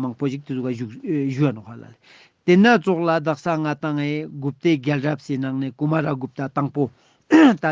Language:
Ladakhi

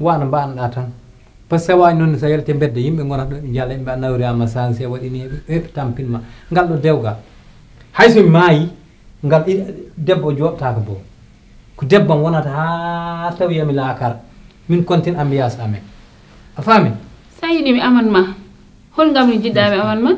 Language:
Fula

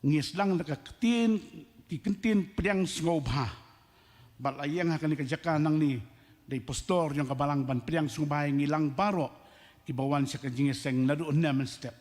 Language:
Khasi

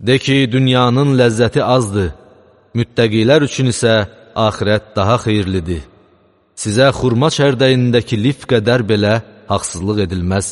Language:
Azerbaijani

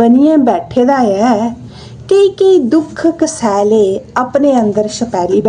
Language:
Dogri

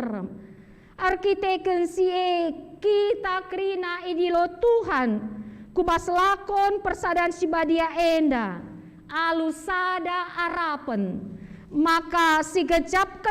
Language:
Batak Karo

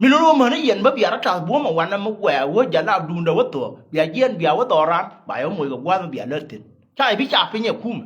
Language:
Nuer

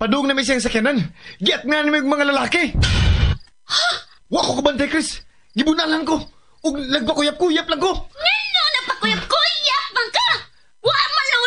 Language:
Cebuano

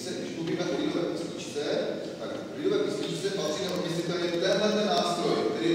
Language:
Czech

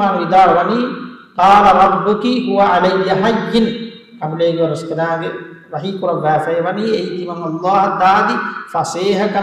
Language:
Divehi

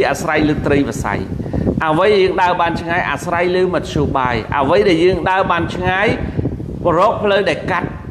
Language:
Khmer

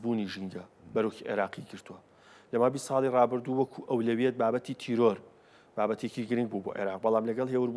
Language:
Central Kurdish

